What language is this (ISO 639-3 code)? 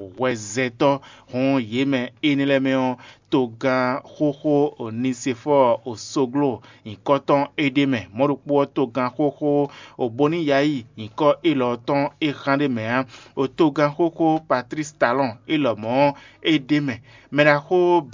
fon